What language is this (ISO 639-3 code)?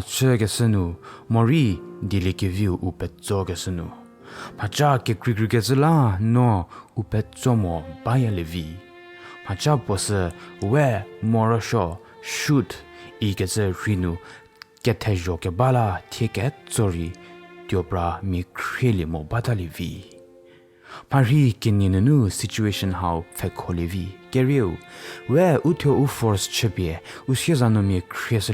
njm